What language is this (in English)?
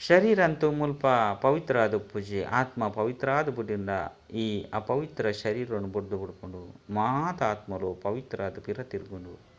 Tulu